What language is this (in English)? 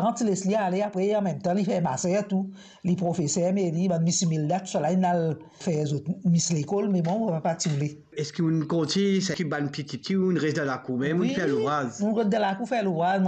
Morisyen